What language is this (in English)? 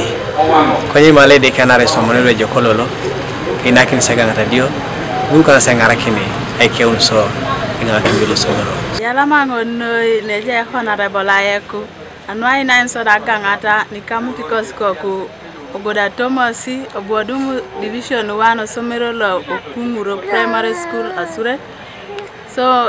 Teso